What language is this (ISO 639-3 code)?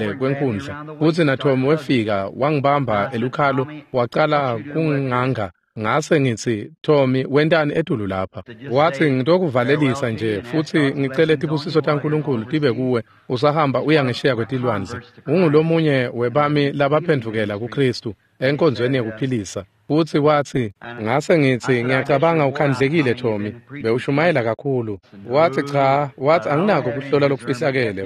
ssw